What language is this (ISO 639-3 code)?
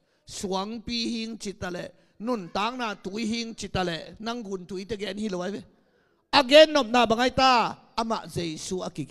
ctd